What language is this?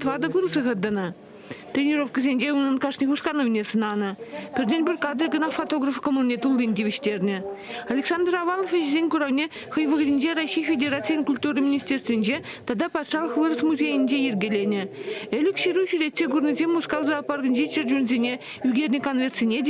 Chuvash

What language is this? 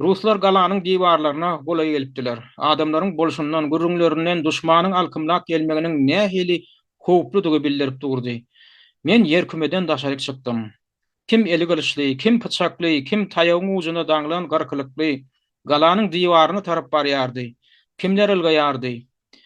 Turkmen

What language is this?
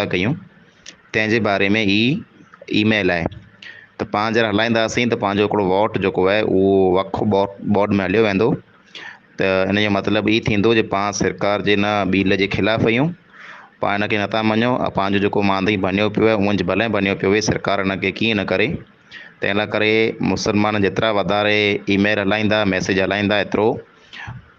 Sindhi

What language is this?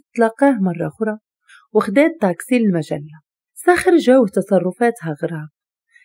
Moroccan Arabic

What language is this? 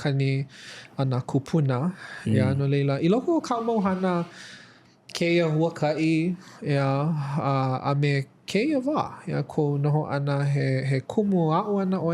Hawaiian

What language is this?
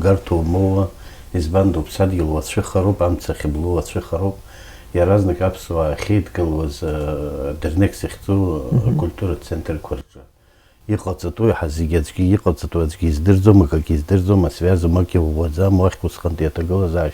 Abkhazian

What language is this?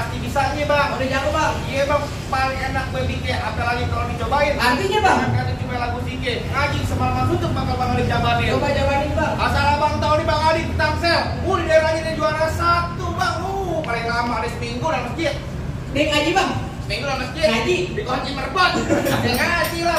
Betawi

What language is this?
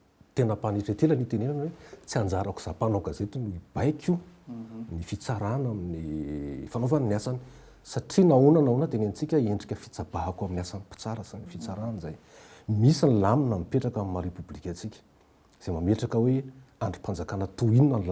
Malagasy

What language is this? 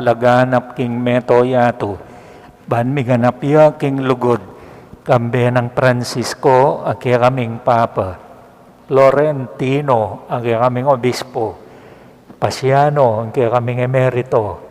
Pampanga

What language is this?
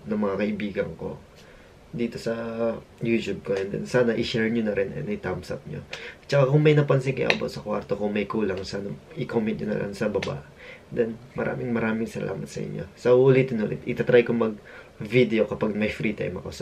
Filipino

